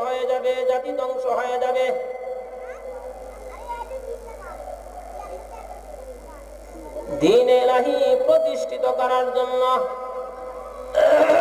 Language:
Bangla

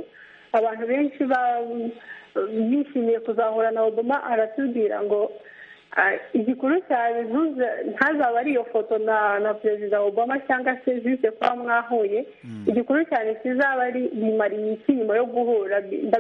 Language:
Kinyarwanda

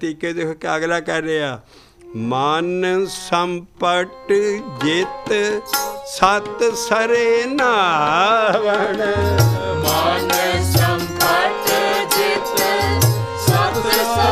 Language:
Punjabi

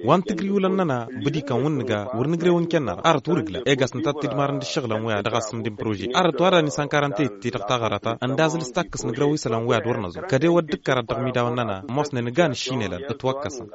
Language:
Tamasheq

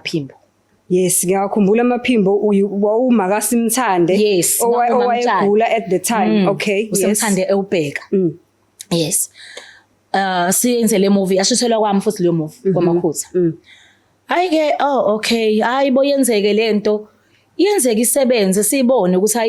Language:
Zulu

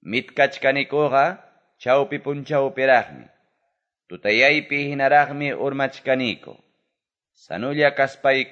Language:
Quechua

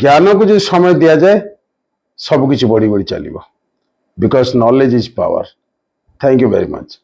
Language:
Odia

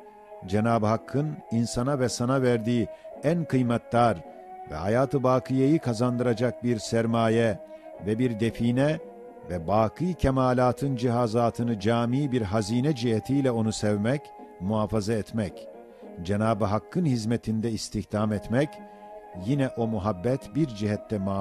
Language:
Ottoman Turkish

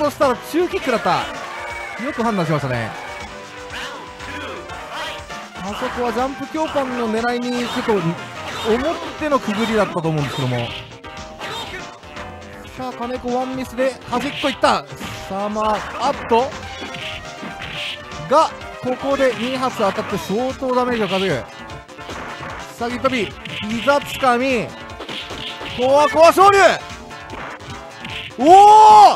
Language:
Japanese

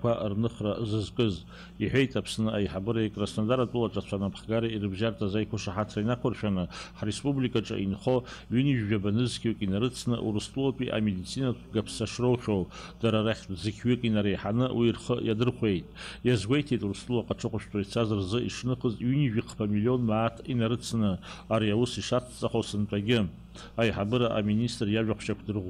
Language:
Abkhazian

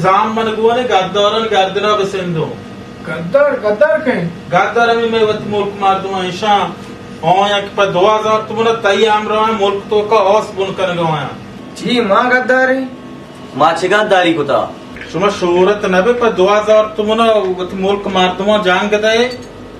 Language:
Baluchi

